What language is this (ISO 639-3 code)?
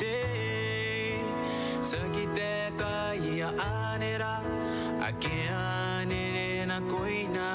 gil